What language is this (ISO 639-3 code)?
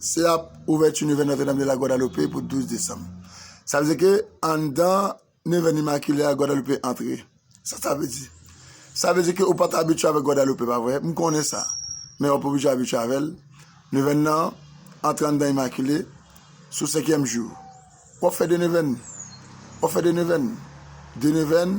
hat